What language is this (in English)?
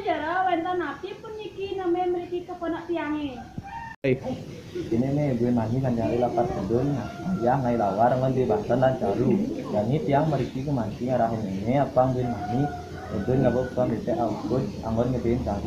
Balinese